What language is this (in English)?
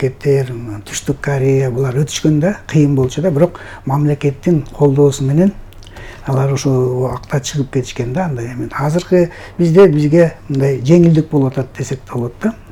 Kyrgyz